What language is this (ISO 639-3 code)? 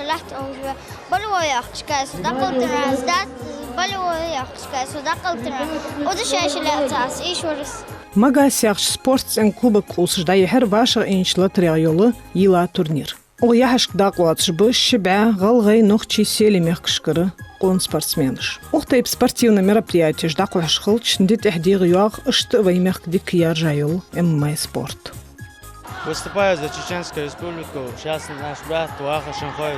inh